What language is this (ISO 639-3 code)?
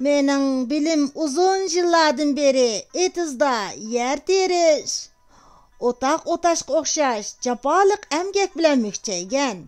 uig